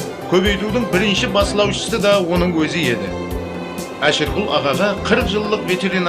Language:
Kara-Kalpak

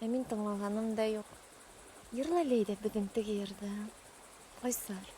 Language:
Bashkir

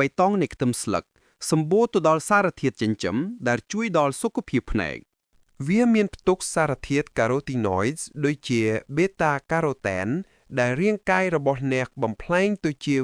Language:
Khmer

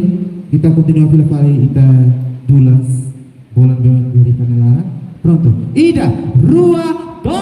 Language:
Tetum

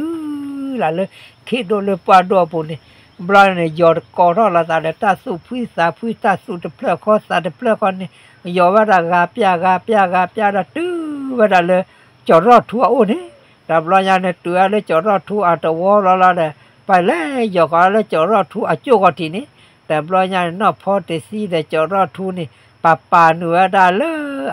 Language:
S'gaw Karen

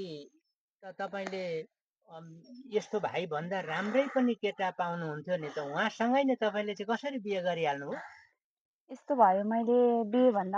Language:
Nepali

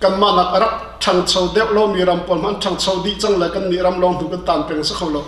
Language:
Hakha Chin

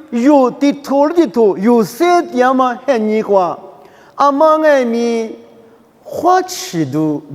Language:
Lisu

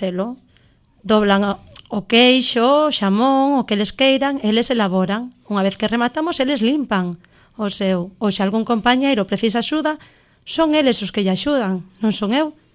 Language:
Galician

